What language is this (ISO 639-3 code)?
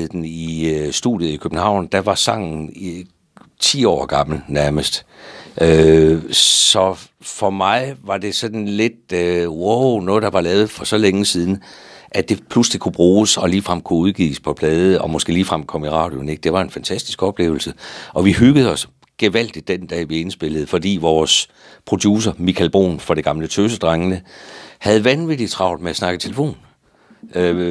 dan